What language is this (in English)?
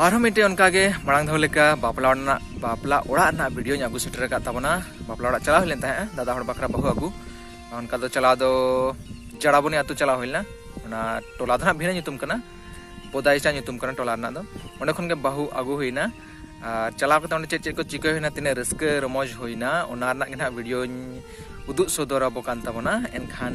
Santali